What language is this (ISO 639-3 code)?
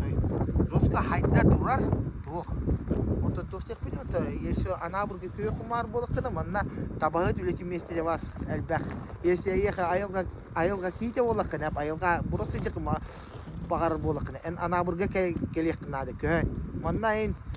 sah